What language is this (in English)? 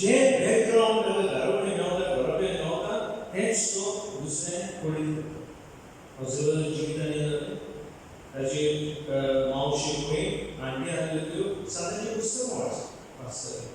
Konkani